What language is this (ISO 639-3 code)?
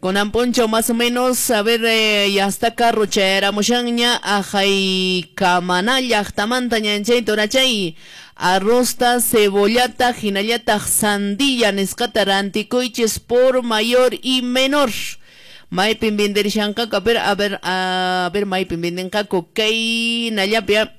que